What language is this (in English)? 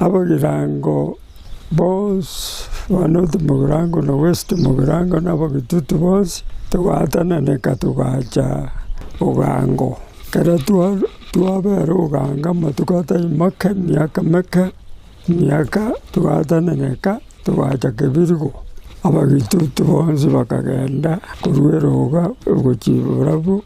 Gusii